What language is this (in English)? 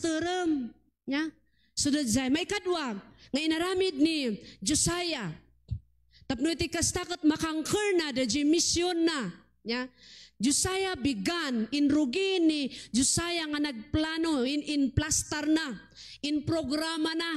Iloko